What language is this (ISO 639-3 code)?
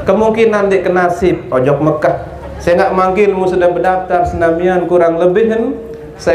sas